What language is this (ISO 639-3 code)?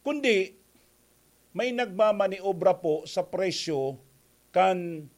bik